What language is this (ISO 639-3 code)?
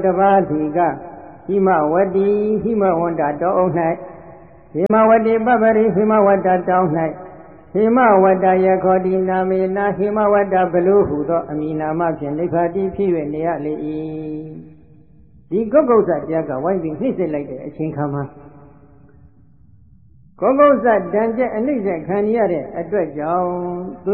mya